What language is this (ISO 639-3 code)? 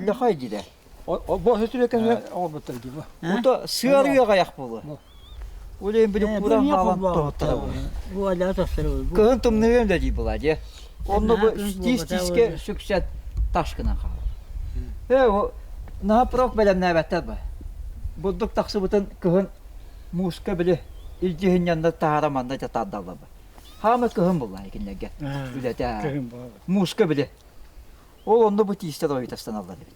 sah